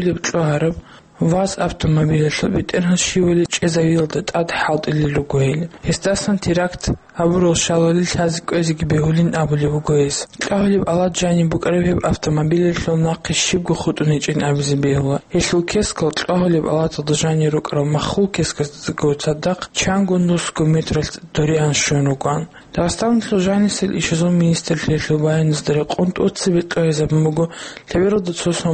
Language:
Avaric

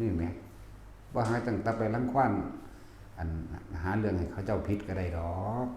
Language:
Northeastern Thai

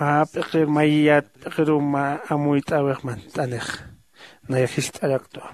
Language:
Aymara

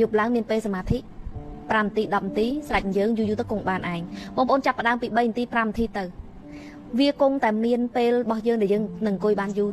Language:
Khmer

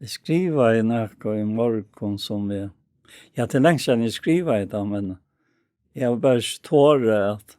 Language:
Faroese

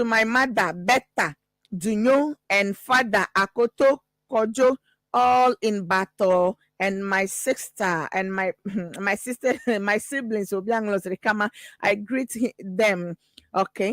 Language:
Ewe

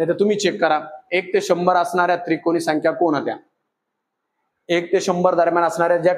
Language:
Marathi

